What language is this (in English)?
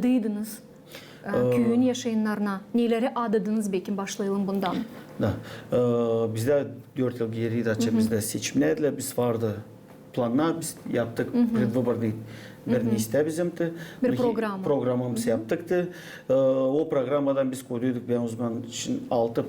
Gagauz